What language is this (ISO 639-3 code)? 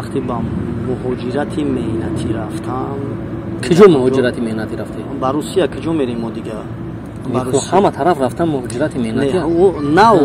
tgk